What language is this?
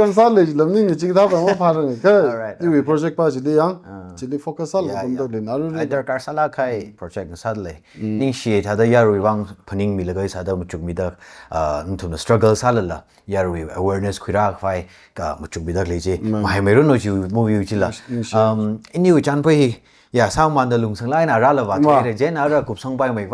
Tangkhul Naga (India)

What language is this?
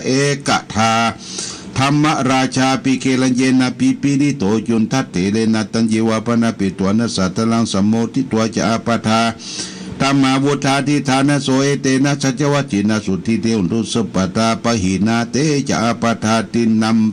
Pali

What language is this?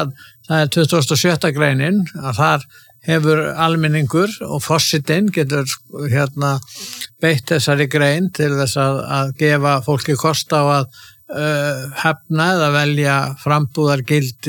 Icelandic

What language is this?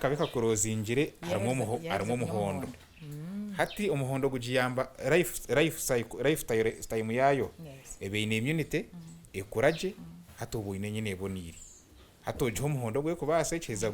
Nyankole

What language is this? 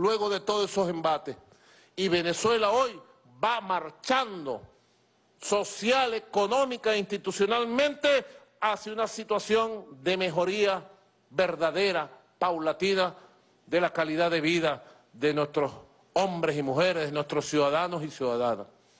Spanish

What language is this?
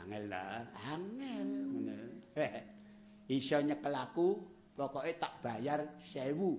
Javanese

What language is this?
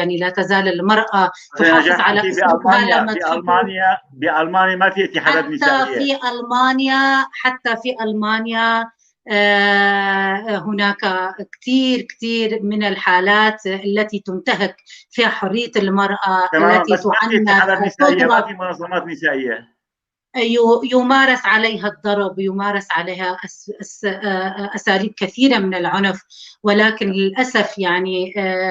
North Levantine Arabic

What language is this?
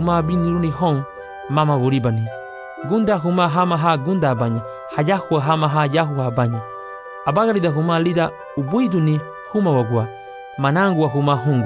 Garifuna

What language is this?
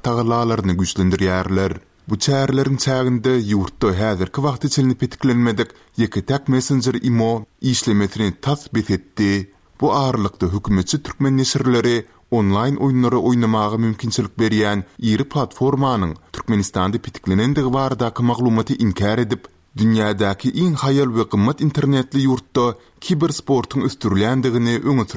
Turkmen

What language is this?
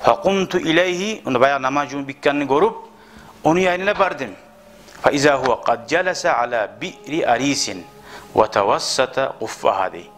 Kumyk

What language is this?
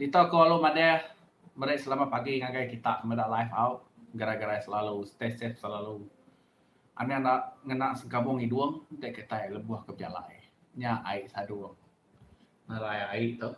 Iban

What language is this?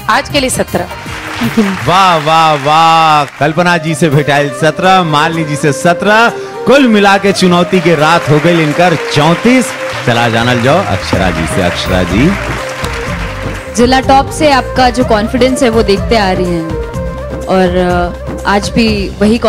Bhojpuri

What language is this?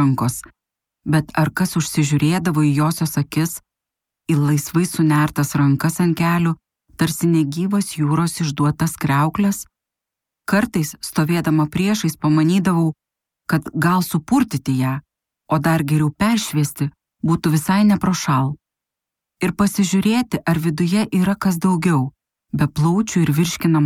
Lithuanian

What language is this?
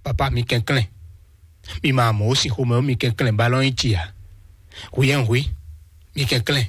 Fon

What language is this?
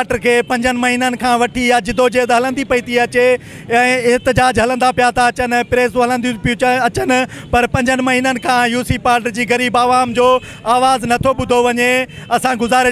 Sindhi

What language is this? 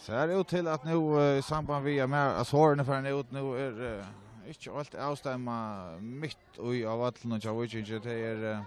Faroese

